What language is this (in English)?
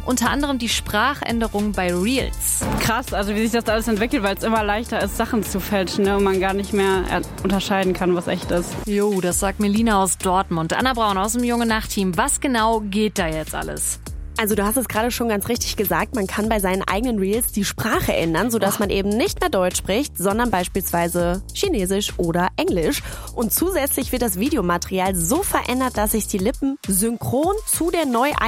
German